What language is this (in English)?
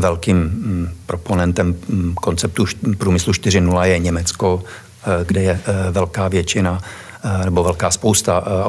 Czech